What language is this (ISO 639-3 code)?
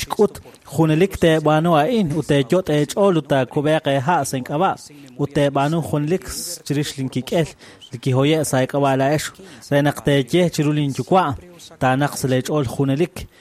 kek